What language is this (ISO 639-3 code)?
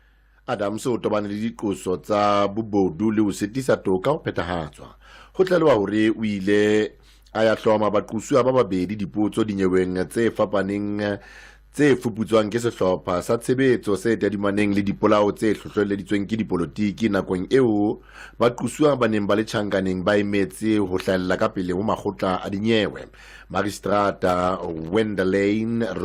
sot